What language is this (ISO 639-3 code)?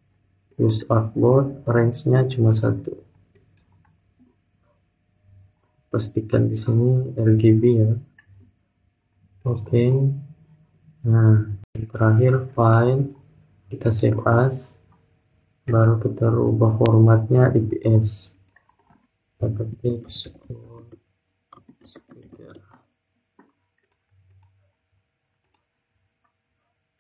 ind